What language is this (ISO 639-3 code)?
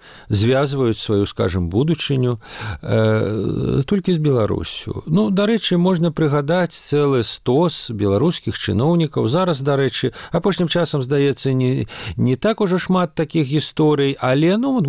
bel